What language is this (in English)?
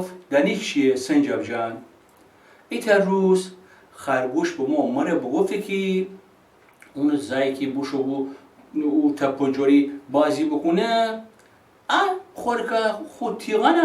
Gilaki